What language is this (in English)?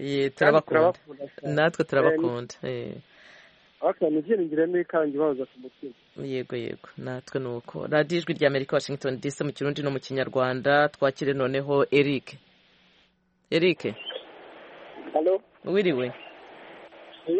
Kinyarwanda